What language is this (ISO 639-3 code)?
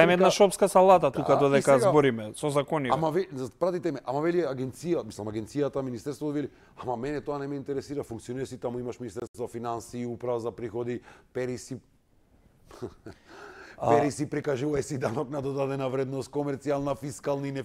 mkd